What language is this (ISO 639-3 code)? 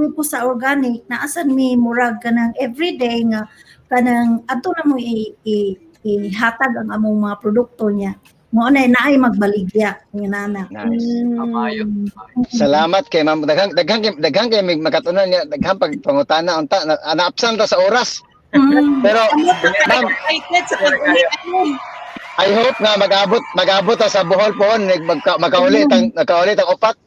ceb